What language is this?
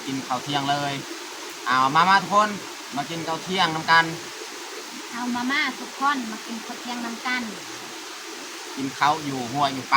Lao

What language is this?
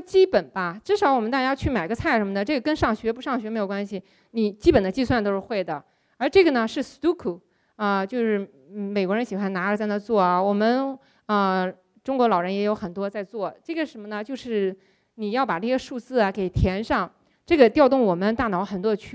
Chinese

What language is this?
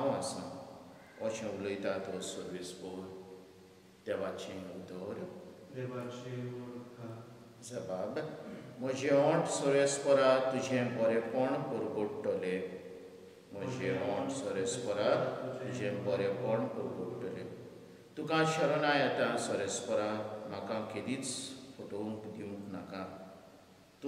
Konkani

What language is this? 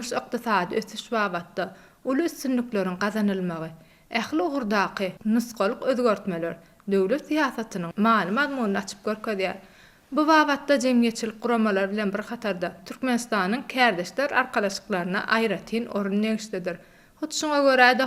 Turkmen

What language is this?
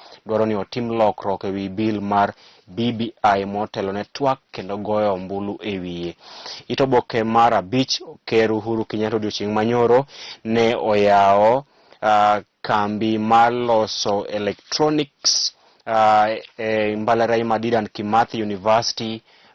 Luo (Kenya and Tanzania)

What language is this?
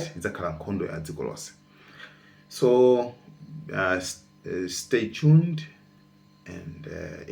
Nyanja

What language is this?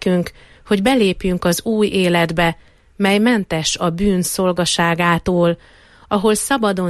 Hungarian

